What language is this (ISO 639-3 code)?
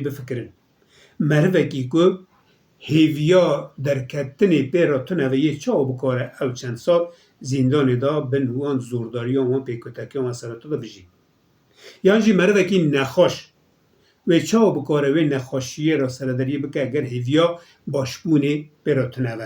kur